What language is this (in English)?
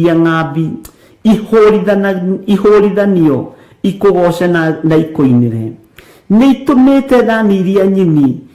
Kikuyu